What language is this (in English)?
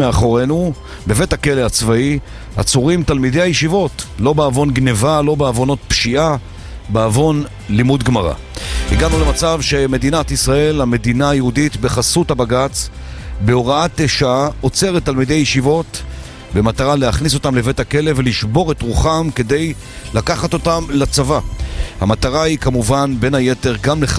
Hebrew